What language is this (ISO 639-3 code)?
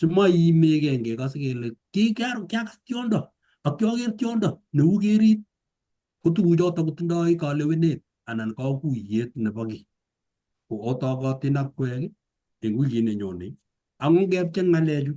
kln